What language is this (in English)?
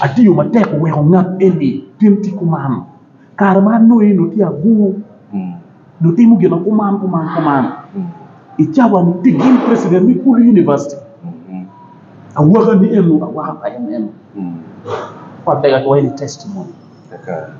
Acoli